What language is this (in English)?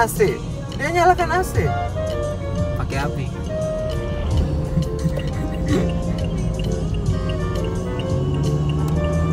Indonesian